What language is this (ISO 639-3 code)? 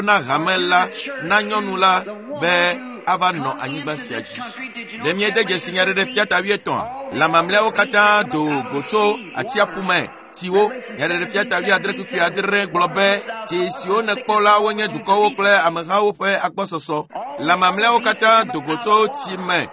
ewe